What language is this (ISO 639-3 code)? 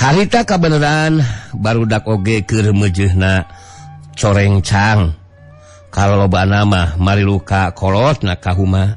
sun